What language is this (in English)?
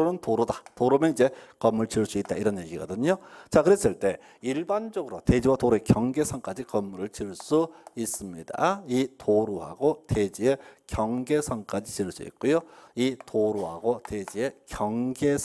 Korean